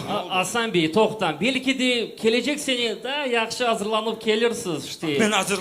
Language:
Crimean Tatar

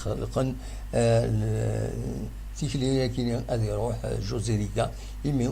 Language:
Kabyle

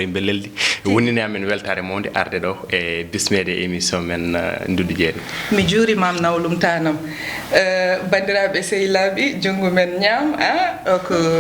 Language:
Fula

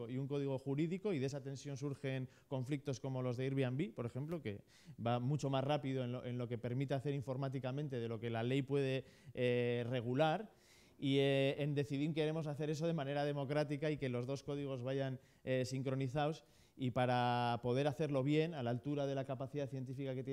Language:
Spanish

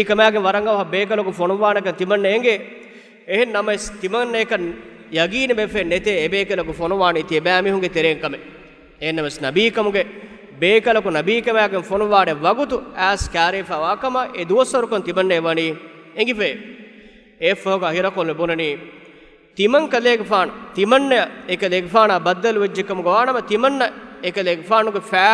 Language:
Divehi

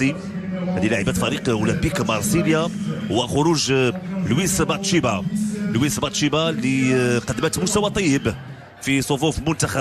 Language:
Moroccan Arabic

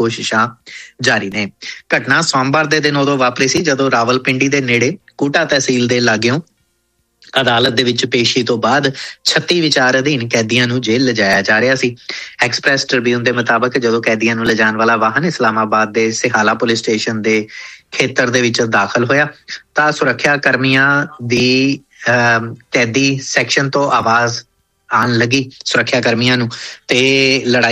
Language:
Punjabi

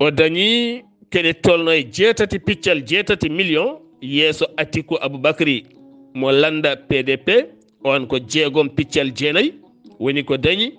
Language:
Fula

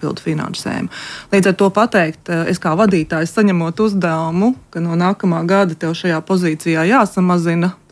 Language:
Latvian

